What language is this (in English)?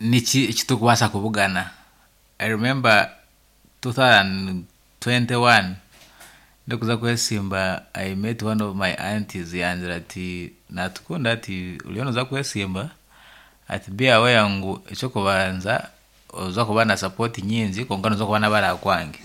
Nyankole